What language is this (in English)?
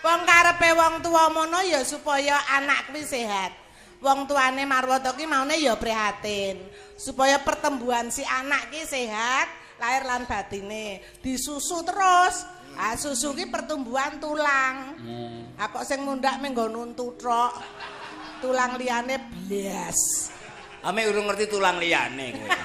Javanese